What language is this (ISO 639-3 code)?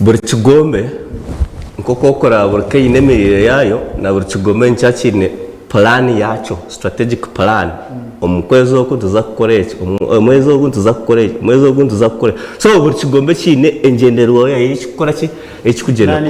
nyn